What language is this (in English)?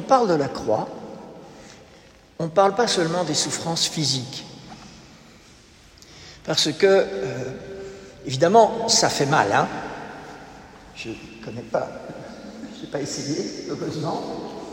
French